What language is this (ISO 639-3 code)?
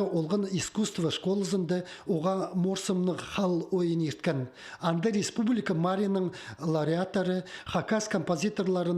kjh